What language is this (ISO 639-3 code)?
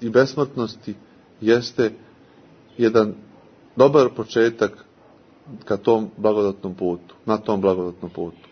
srp